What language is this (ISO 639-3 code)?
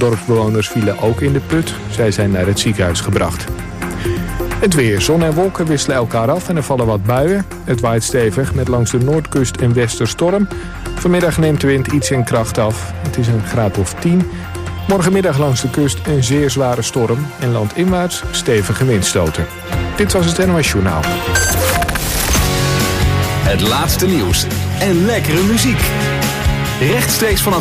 nld